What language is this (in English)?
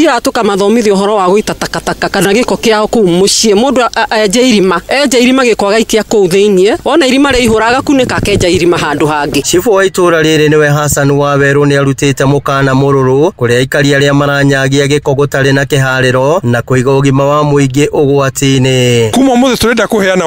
Kikuyu